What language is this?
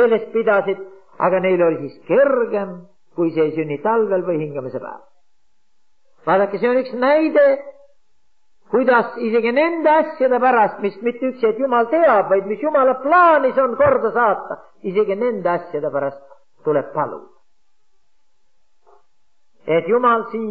Estonian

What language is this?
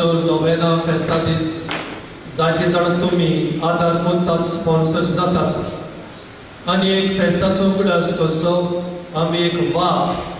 Konkani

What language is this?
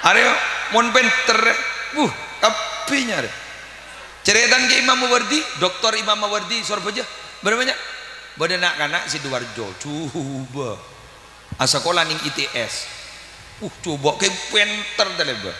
Madurese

